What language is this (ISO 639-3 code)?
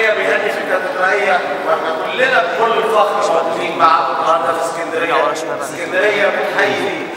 arz